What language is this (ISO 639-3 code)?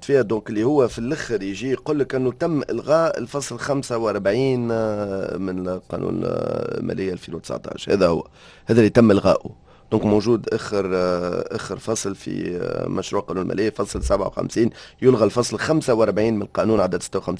aeb